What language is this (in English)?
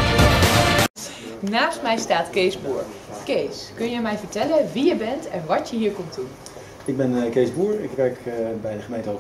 Dutch